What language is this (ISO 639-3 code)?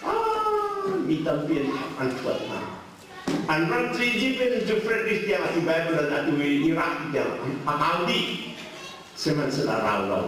cnh